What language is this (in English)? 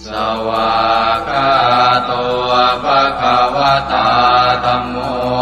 Pali